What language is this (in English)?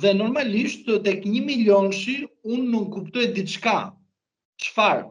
Albanian